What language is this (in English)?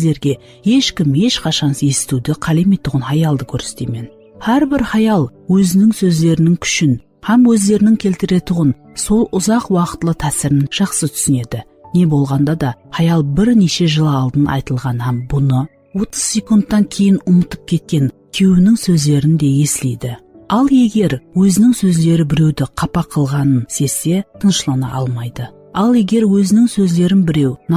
Kara-Kalpak